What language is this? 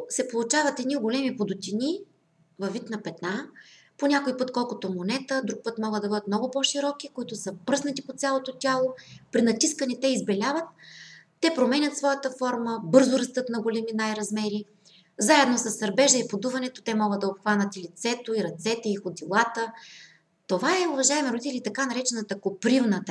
Bulgarian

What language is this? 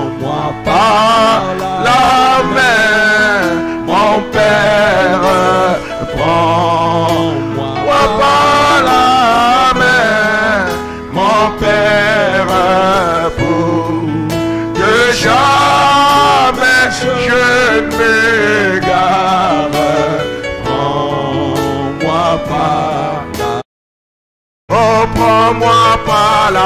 French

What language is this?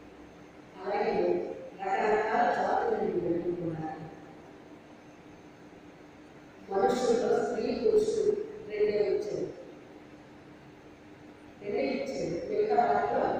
Telugu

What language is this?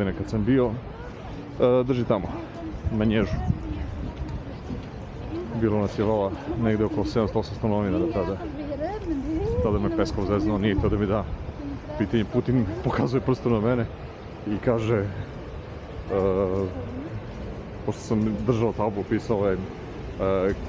Serbian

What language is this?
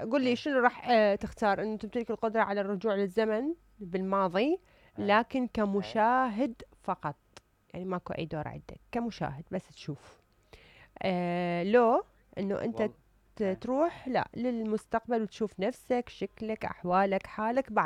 Mesopotamian Arabic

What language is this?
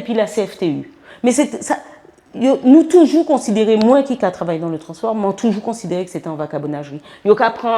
Guadeloupean Creole French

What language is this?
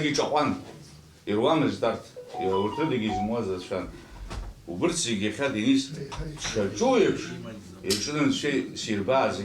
Abkhazian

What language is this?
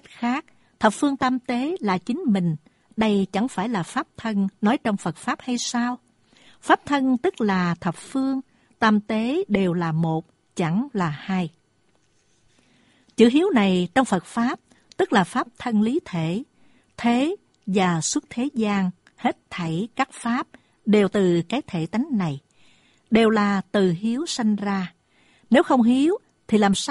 Vietnamese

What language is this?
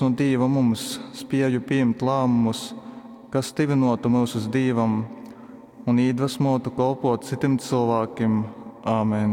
Latgalian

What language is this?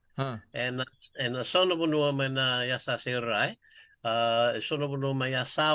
Fijian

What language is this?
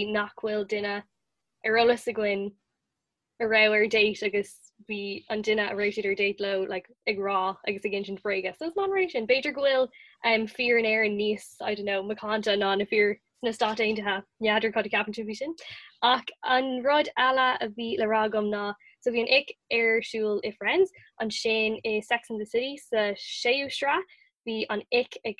Irish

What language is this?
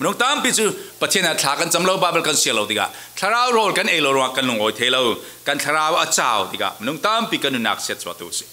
Falam Chin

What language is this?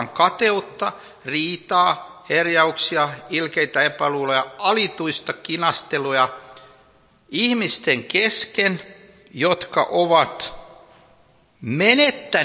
Finnish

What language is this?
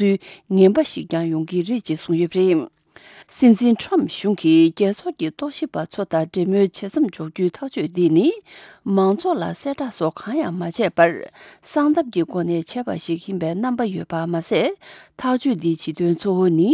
Tibetan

